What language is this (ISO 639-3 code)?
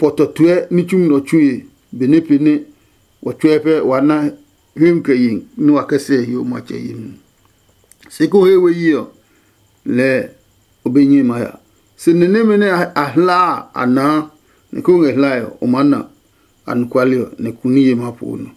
ada